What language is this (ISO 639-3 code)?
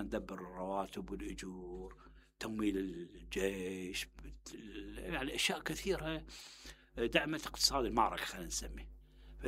acm